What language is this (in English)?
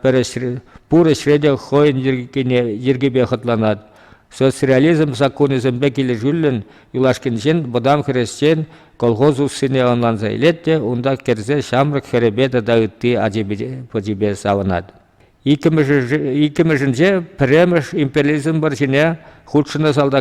Chuvash